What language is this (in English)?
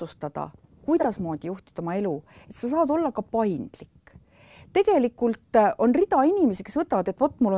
Estonian